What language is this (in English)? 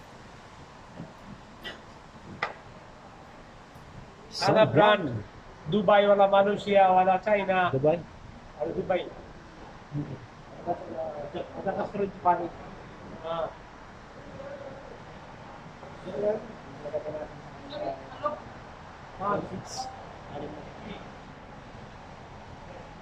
Filipino